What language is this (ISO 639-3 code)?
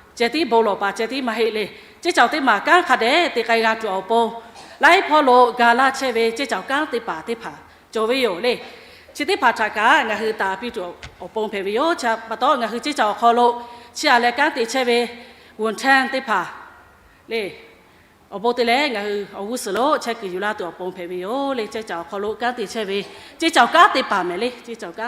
lhu